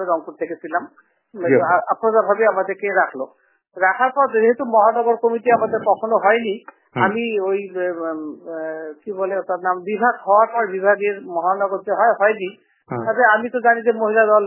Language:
Bangla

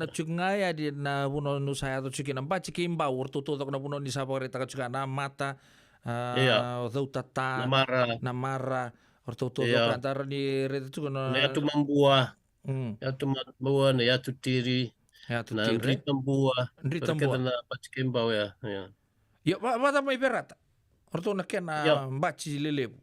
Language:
Fijian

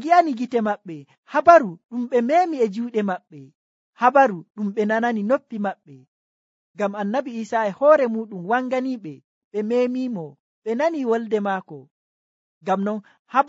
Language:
Nigerian Fulfulde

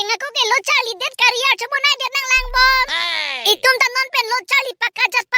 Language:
Karbi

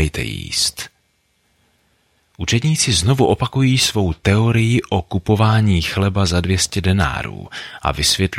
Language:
Czech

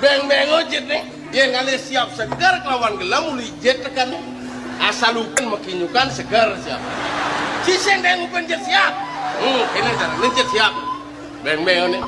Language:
Balinese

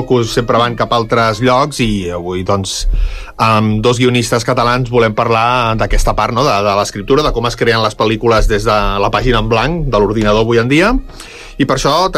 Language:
Catalan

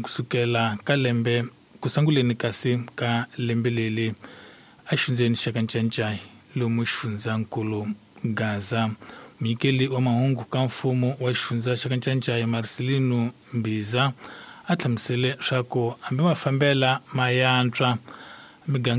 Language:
Tsonga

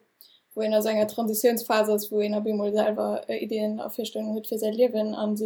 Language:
Luxembourgish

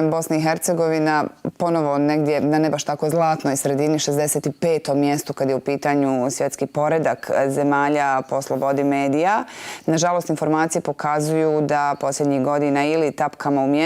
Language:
Bosnian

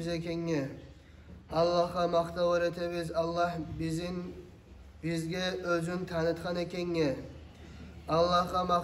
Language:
Kumyk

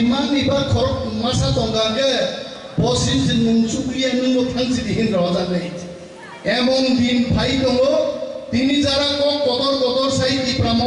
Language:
Kok Borok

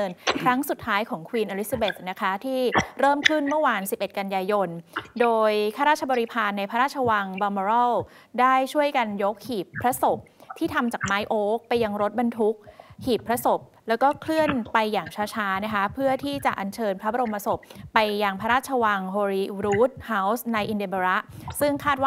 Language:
Thai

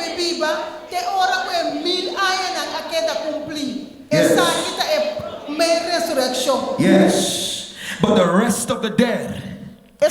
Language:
Papiamento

